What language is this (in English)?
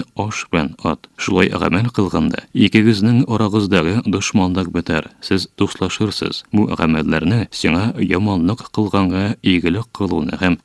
Tatar